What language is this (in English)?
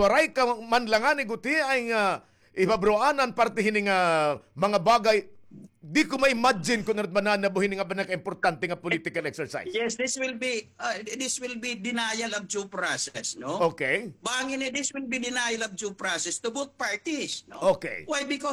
Waray